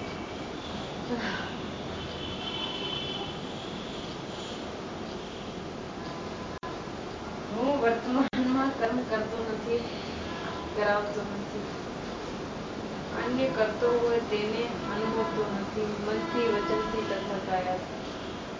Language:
Gujarati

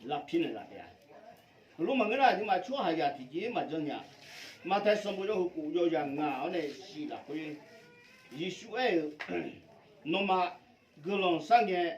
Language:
Akha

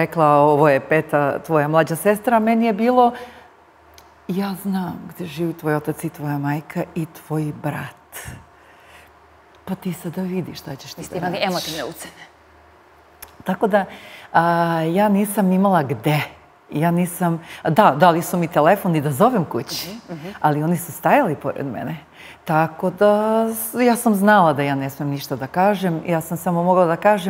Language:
Serbian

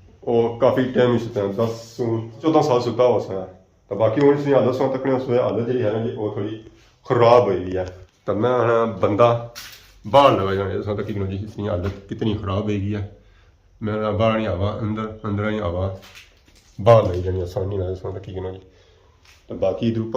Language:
Pahari-Potwari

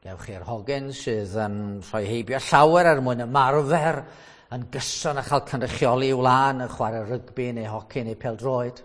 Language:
Welsh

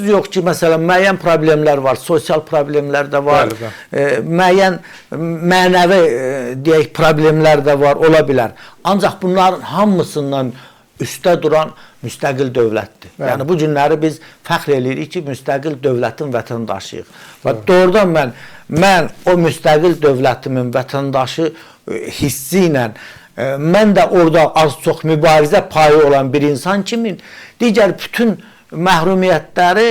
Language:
Azerbaijani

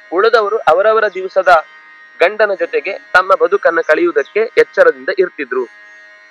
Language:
Kannada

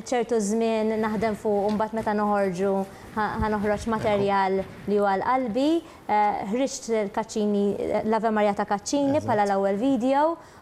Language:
Maltese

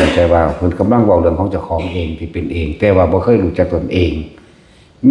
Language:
Northeastern Thai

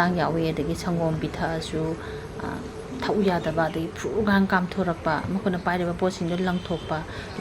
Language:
Manipuri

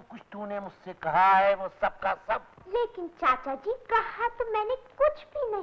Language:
Hindi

